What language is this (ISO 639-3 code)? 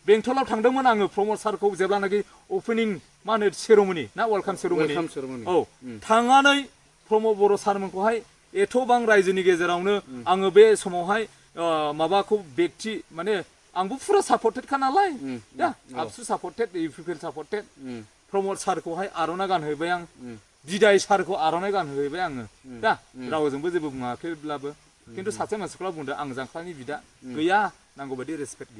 brx